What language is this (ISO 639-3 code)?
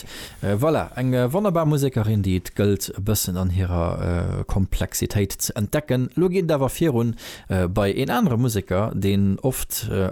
ltz